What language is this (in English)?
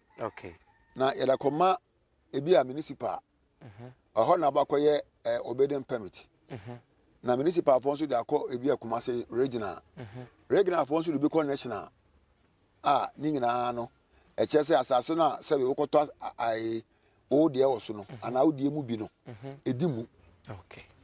Akan